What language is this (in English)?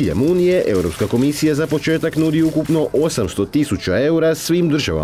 Croatian